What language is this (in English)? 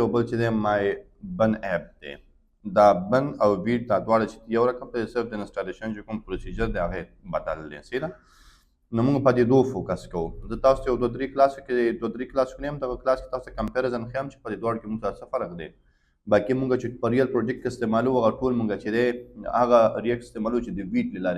Pashto